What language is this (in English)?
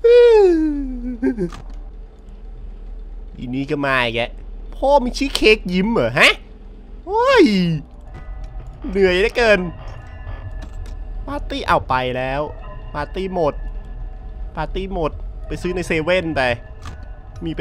Thai